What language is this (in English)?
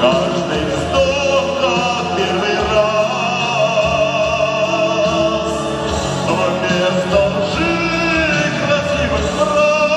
Chuvash